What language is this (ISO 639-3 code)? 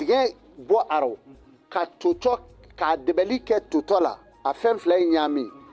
bam